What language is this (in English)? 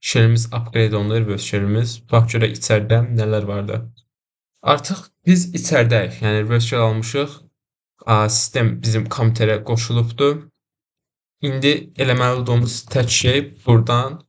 Azerbaijani